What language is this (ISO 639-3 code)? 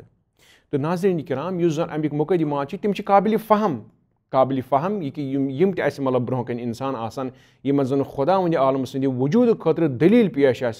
kas